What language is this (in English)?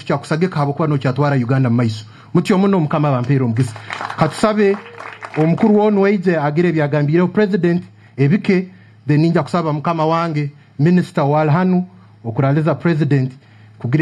Nyankole